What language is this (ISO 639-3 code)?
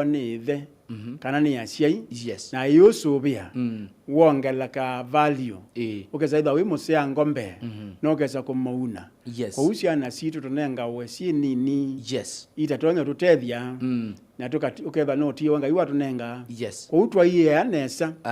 kam